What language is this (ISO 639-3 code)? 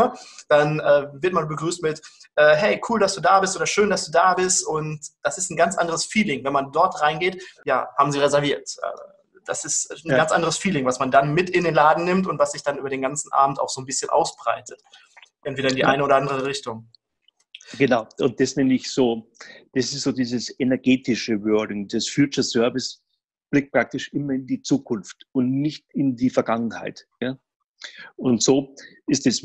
deu